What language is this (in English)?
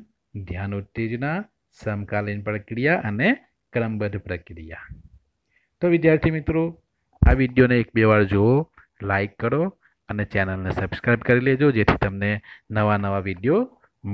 Gujarati